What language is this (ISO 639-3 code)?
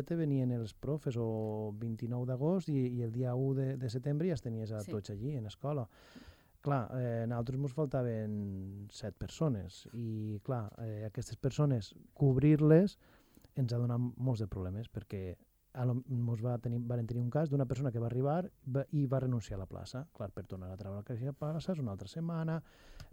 cat